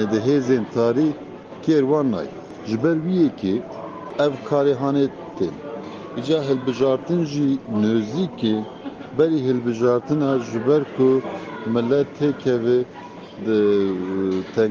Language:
Kurdish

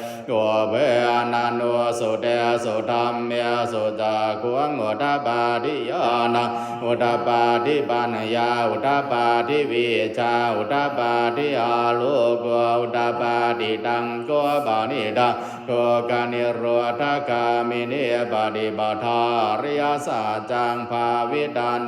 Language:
Pali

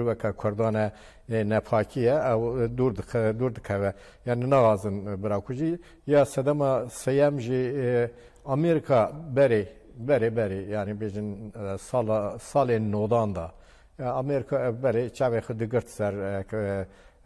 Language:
Kurdish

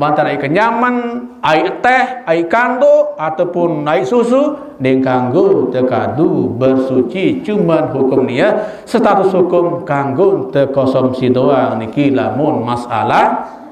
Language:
Sasak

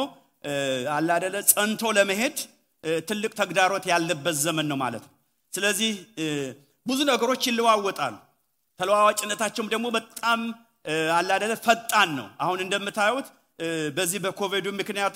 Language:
Amharic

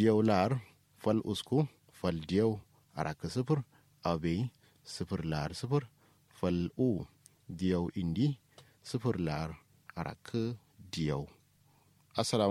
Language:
Kanuri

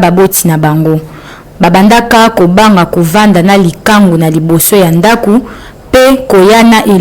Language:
Lingala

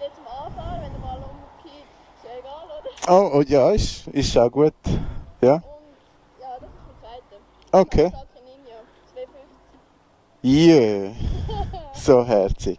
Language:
Swiss German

